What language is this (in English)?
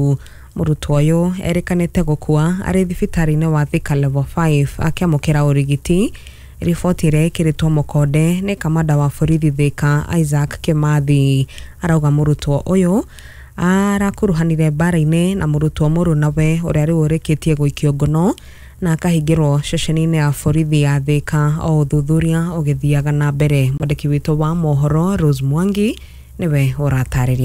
Kikuyu